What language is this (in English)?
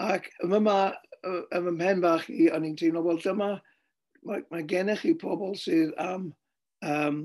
Welsh